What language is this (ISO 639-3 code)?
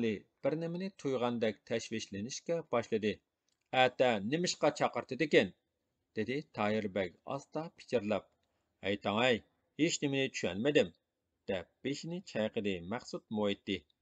uig